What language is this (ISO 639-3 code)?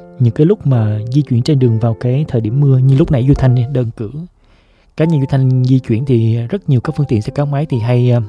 vie